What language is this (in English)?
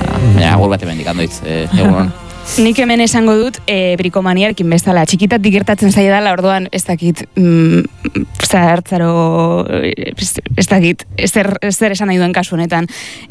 Basque